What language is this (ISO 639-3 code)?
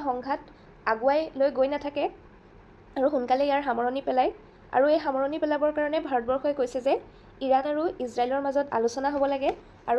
asm